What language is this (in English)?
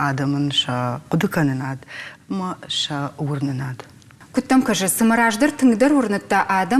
Ossetic